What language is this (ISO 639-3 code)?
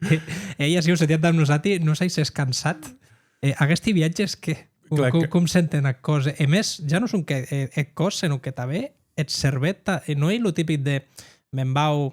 oci